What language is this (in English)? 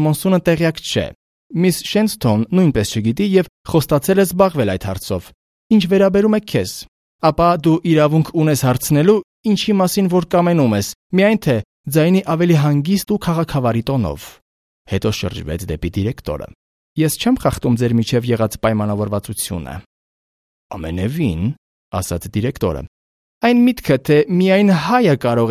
Armenian